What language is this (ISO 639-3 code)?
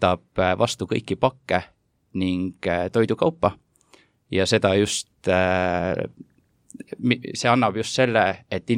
est